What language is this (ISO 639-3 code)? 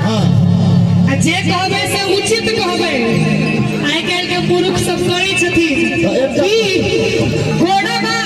mai